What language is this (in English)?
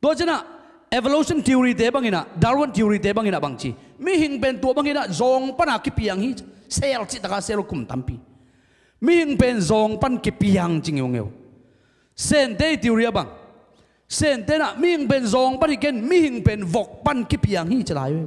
Tedim Chin